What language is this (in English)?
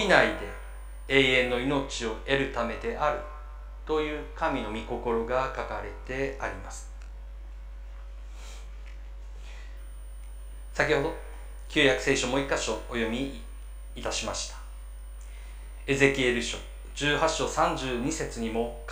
Japanese